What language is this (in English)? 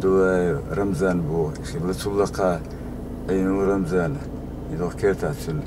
Chechen